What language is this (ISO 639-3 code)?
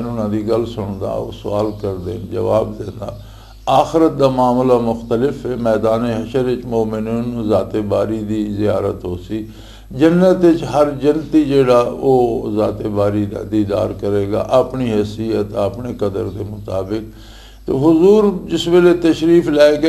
lah